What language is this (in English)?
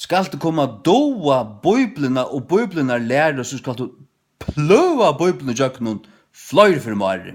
Faroese